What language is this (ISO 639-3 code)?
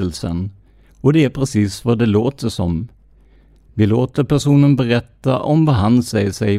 swe